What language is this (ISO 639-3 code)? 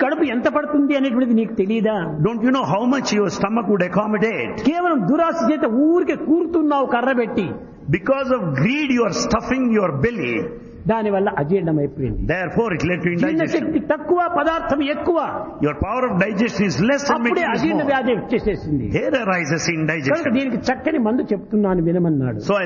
tel